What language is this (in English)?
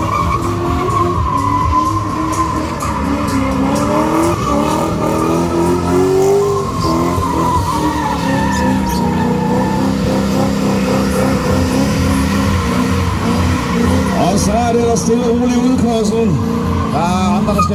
Danish